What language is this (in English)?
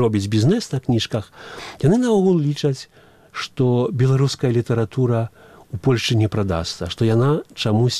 Belarusian